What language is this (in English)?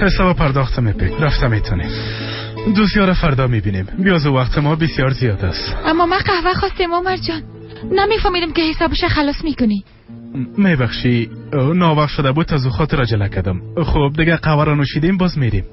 Persian